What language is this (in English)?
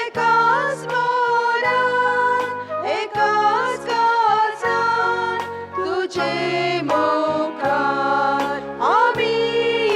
Konkani